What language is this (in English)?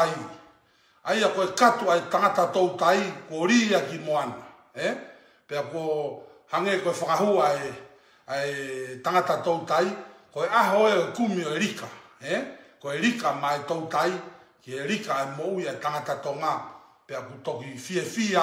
Tongan